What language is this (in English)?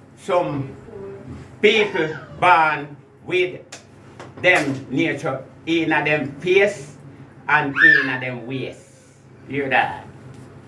Jamaican Creole English